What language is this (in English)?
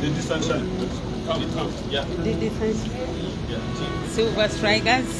Nyanja